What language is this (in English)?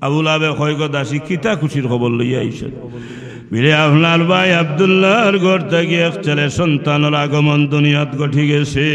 Sylheti